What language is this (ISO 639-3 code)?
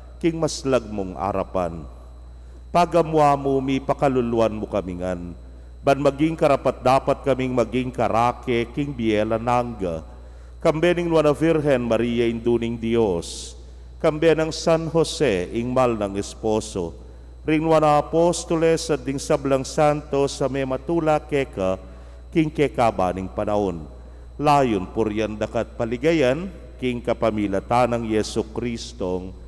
pam